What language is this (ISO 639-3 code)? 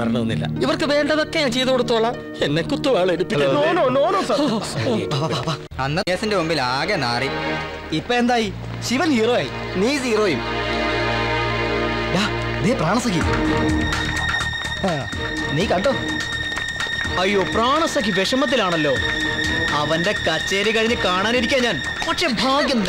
mal